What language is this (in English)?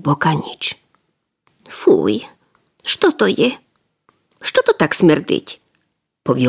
Rusyn